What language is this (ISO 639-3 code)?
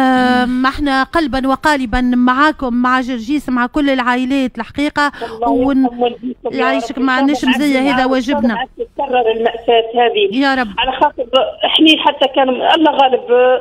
aeb